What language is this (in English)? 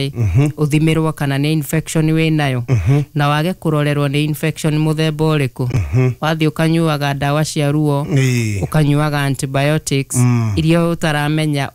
Kikuyu